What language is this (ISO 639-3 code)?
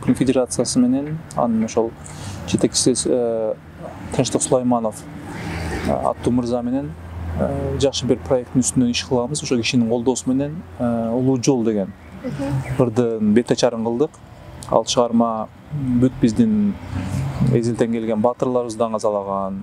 kir